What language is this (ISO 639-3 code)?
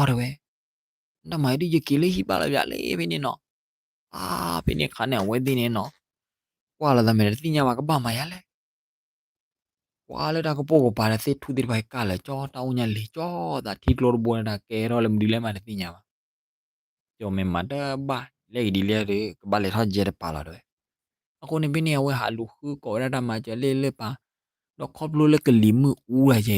ksw